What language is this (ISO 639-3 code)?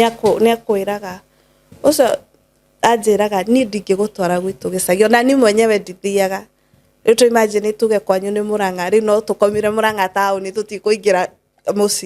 kik